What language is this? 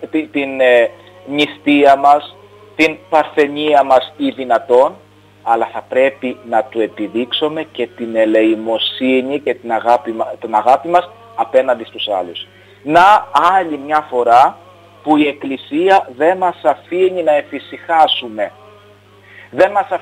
Greek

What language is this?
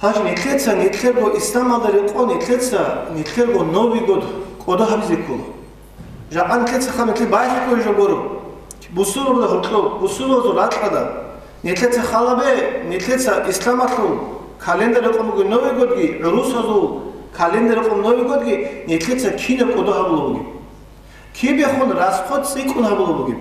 Avaric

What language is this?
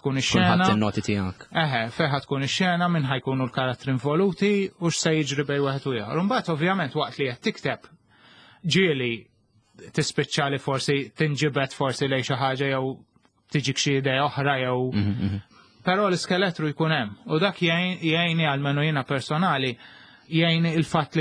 Maltese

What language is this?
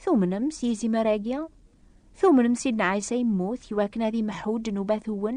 Kabyle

